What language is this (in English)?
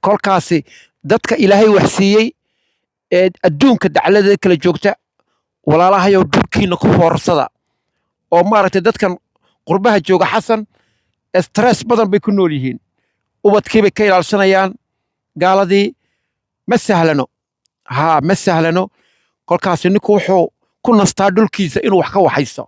Somali